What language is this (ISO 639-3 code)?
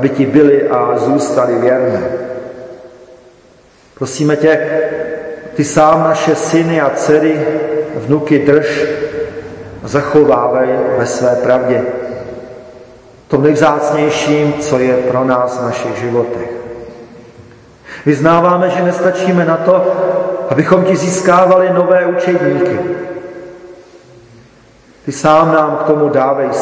ces